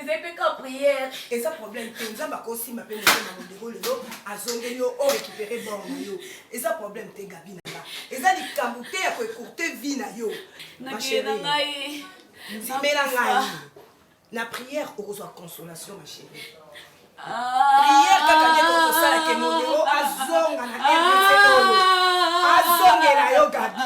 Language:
Lingala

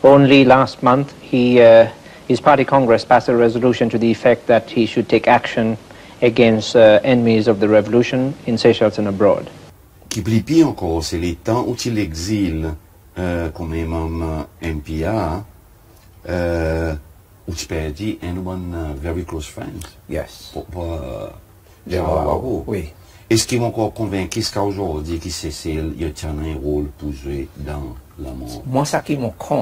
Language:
Seselwa Creole French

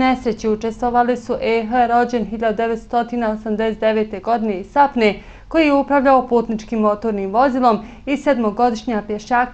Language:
Bosnian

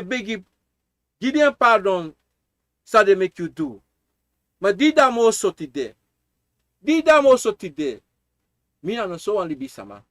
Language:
Sranan Tongo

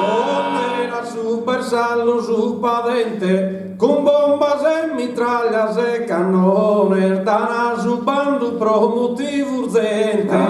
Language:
Sardinian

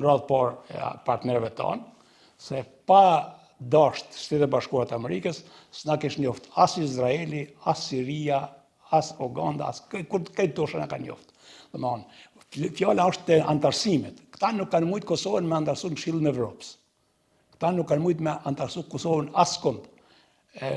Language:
Albanian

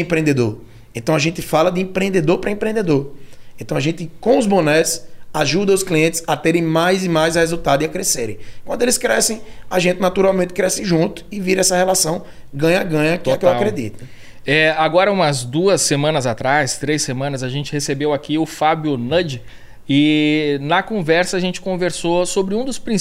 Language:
Portuguese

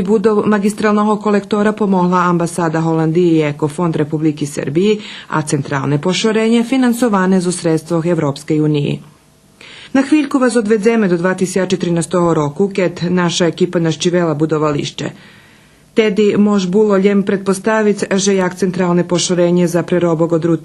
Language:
Rusyn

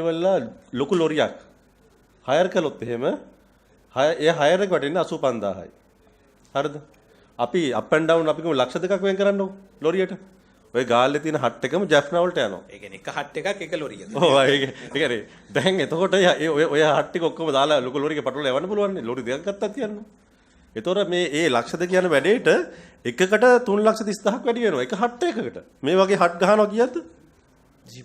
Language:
Sinhala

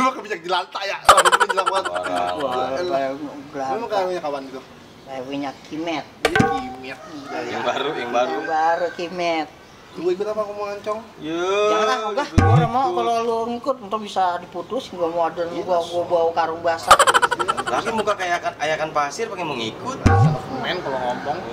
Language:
Betawi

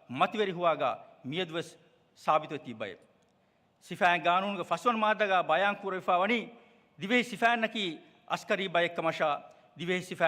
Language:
Divehi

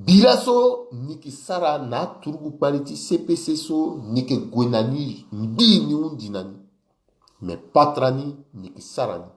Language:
Sango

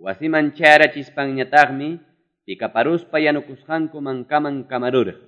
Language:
Ayacucho Quechua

